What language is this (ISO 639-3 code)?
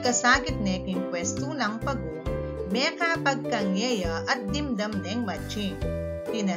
pam